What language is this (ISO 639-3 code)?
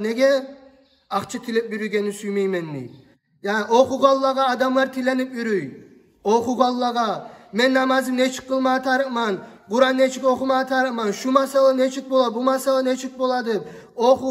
kum